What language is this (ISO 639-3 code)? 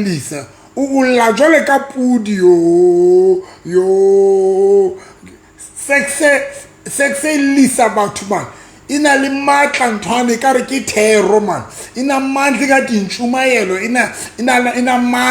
sot